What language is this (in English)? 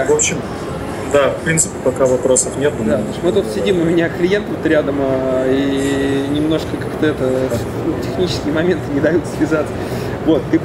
Russian